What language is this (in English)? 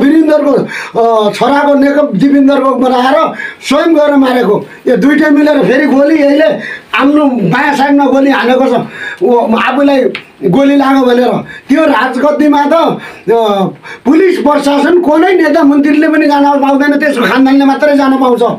Nepali